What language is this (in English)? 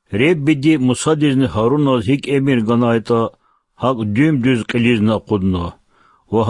Lezghian